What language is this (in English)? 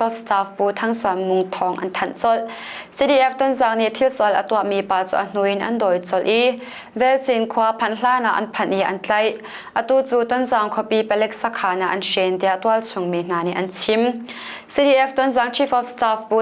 Hakha Chin